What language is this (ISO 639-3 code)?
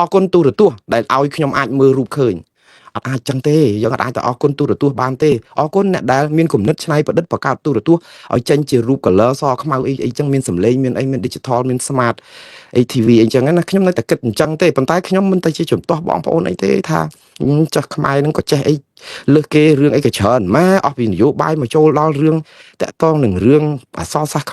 khm